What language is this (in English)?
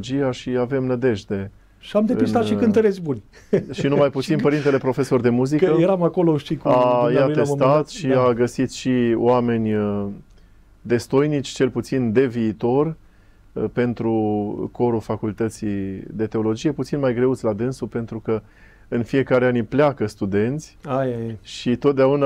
Romanian